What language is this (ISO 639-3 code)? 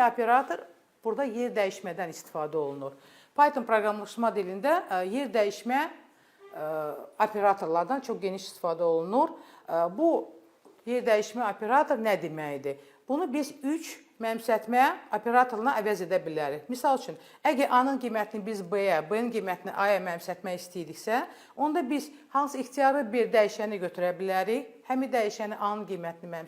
aze